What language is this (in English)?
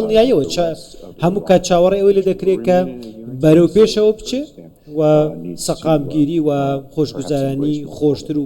Central Kurdish